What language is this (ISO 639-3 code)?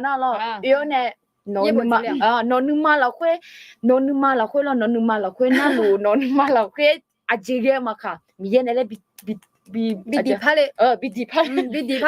ahk